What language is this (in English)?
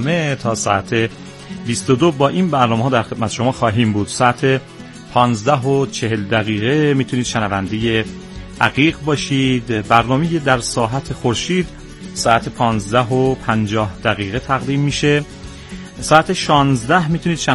Persian